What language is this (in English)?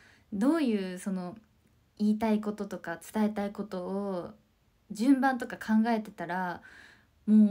Japanese